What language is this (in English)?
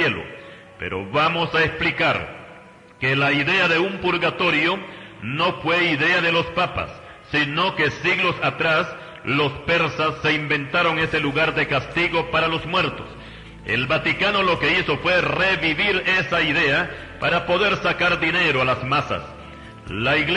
Spanish